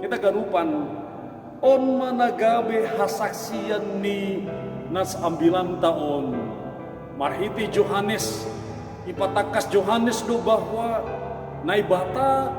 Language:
Batak Simalungun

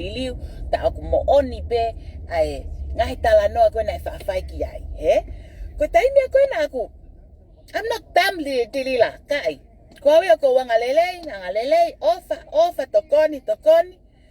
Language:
Tongan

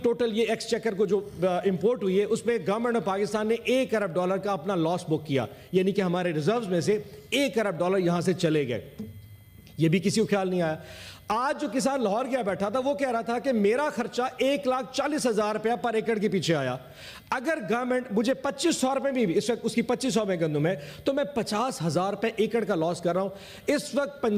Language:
Urdu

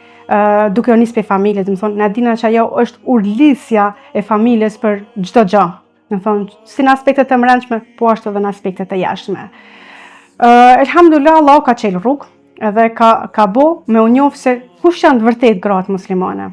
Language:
Albanian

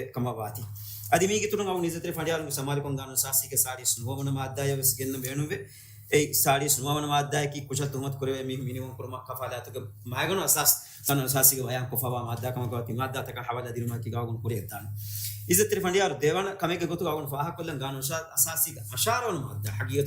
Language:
Divehi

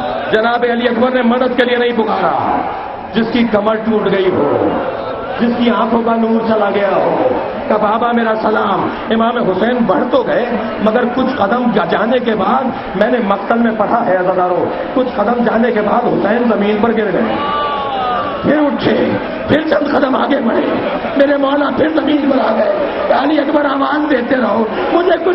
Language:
Urdu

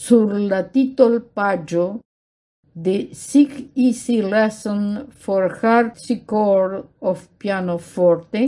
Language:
Esperanto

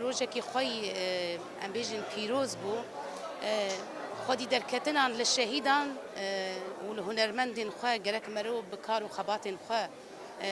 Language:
Kurdish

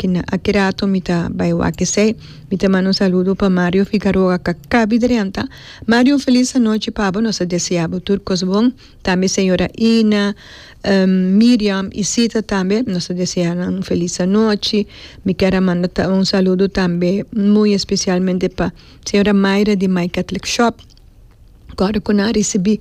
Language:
Papiamento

